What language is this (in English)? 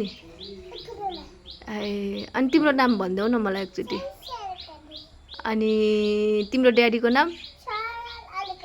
Nepali